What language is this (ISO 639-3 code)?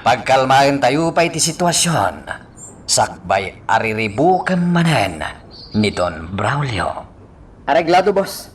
ilo